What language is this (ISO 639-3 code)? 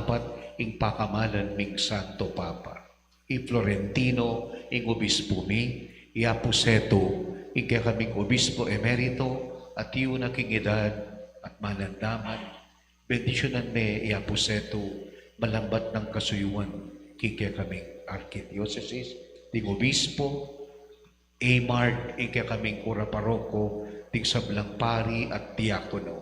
pam